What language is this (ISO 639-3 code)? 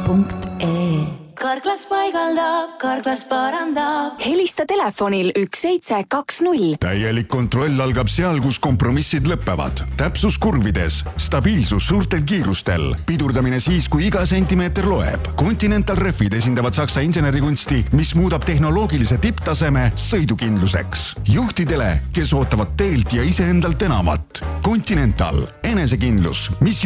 est